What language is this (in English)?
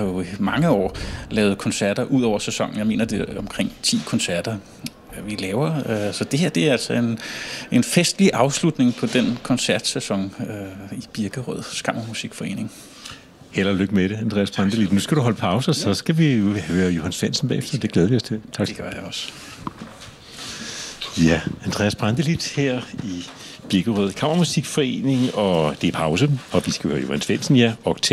Danish